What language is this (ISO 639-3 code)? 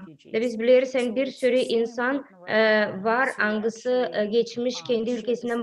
gag